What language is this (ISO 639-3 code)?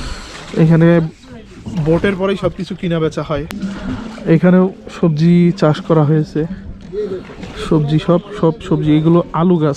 ben